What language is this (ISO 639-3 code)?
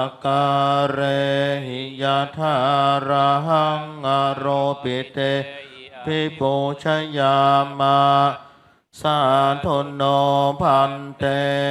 pli